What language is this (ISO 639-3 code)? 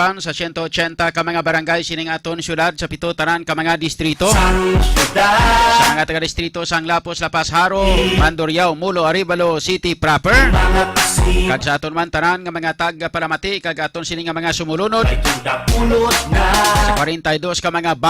hil